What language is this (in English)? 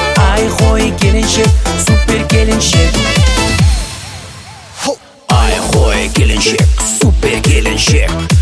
Kazakh